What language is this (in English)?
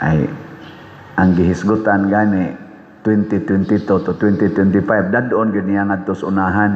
Cebuano